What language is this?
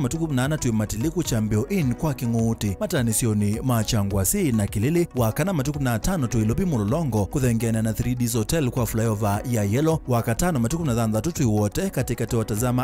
Kamba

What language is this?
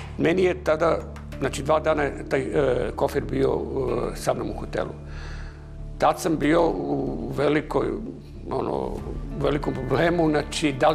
Serbian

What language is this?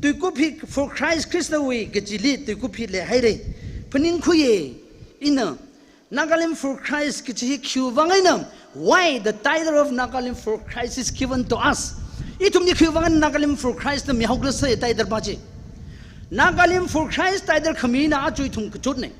Tangkhul Naga (India)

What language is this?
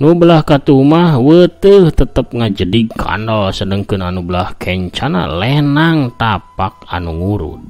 Sundanese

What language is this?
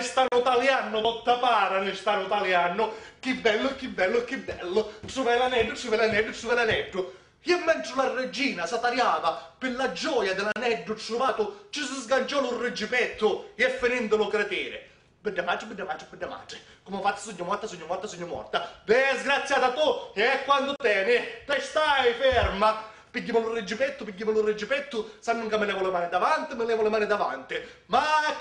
Sicilian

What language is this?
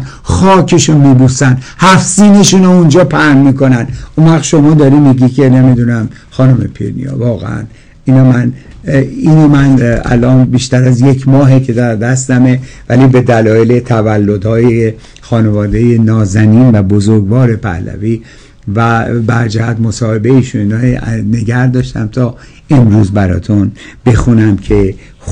Persian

